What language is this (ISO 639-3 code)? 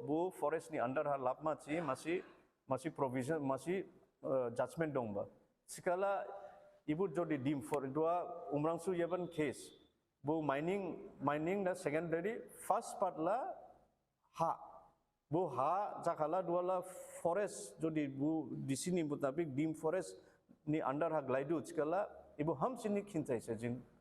dis